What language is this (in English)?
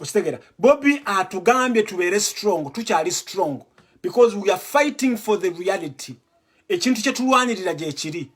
Ganda